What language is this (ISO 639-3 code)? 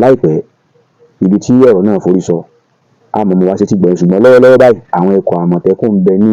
yor